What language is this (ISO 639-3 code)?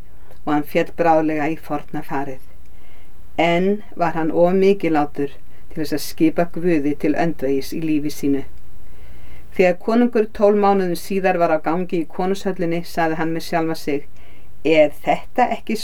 isl